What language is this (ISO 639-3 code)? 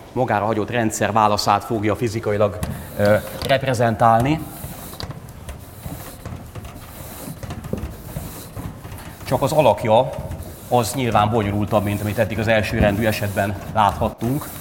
hun